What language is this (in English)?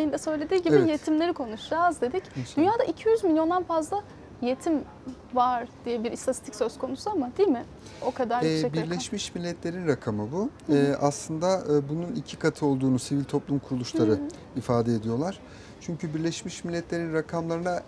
Turkish